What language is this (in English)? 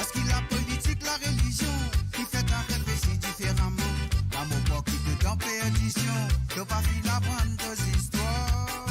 Morisyen